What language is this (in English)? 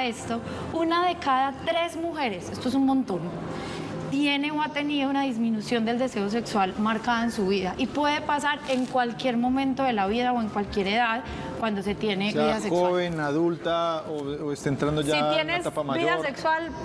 Spanish